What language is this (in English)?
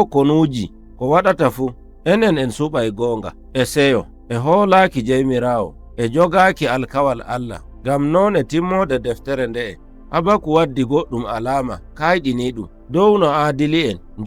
Nigerian Fulfulde